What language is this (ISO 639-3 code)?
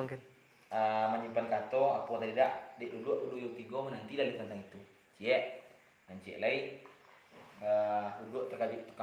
min